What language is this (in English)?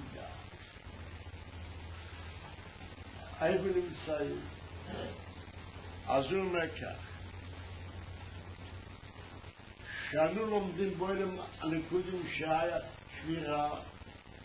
Hebrew